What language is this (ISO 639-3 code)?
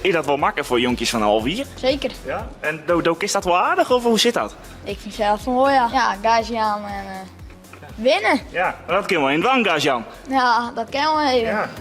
fry